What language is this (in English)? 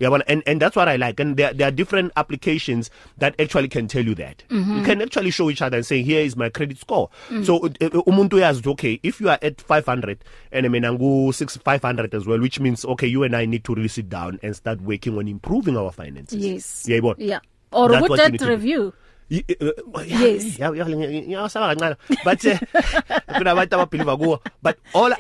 English